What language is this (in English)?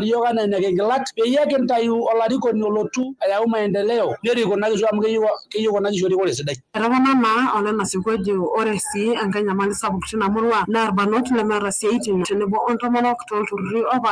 Masai